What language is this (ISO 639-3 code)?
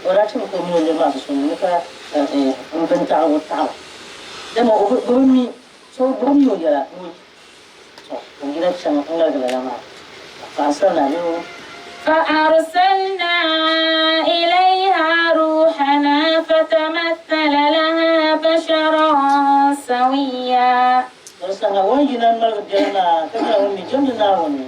dag